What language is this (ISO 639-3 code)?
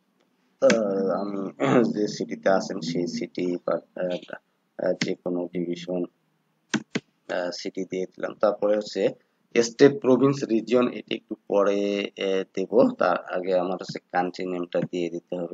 ben